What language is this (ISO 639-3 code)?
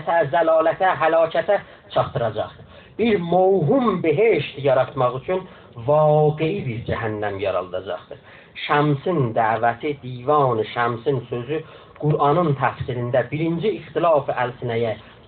azb